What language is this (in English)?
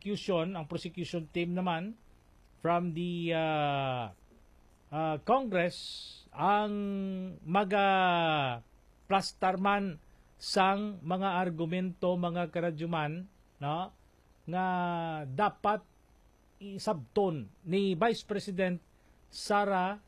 Hiligaynon